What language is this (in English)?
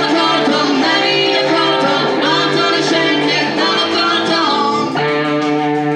Hungarian